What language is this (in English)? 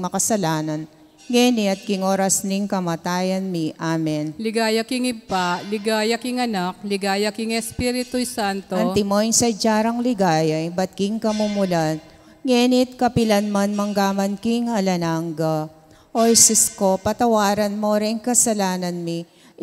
Pampanga